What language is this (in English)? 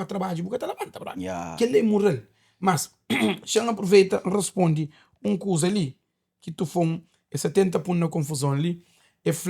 Kabuverdianu